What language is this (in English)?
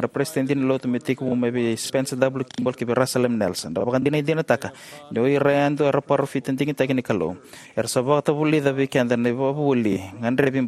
Fijian